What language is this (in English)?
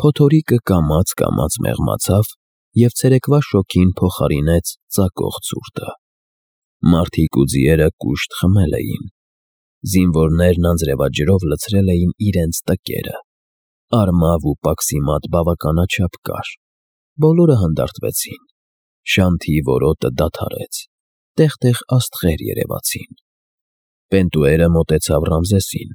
Armenian